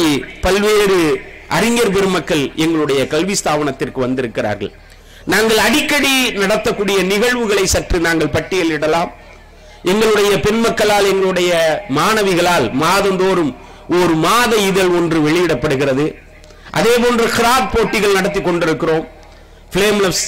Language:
Tamil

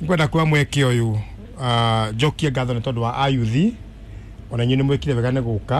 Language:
Kikuyu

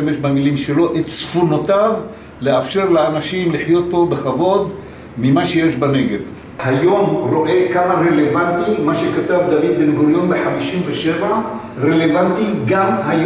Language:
Hebrew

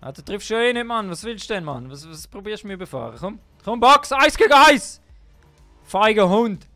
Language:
Swiss German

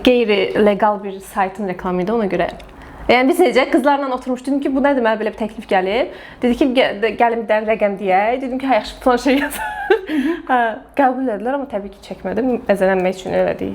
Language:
Azerbaijani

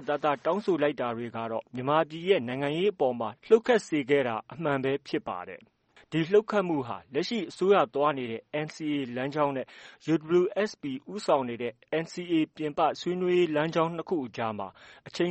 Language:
Burmese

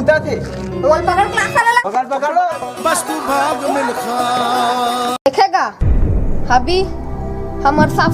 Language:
Chhattisgarhi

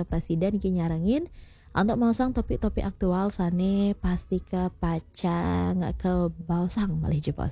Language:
Balinese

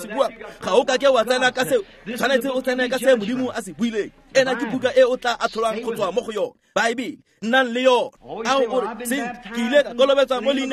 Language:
Tswana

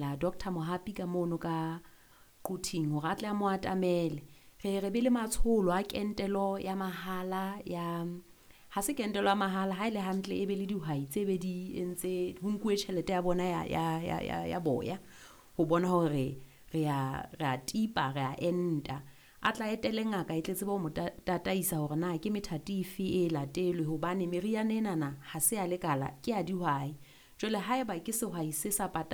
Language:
Southern Sotho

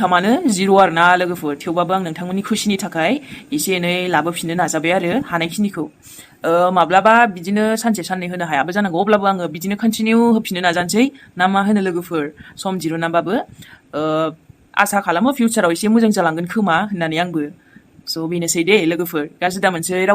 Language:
Bodo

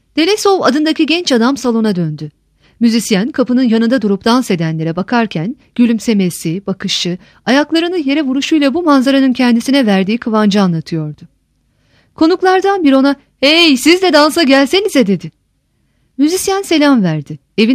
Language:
Turkish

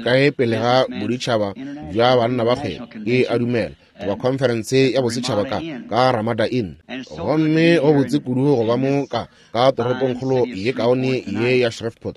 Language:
Northern Sotho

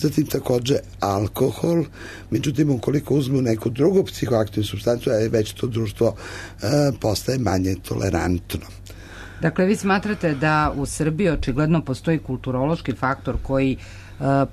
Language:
Serbian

